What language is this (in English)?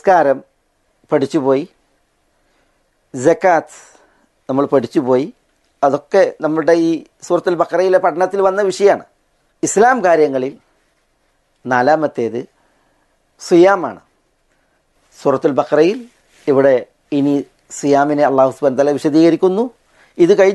Malayalam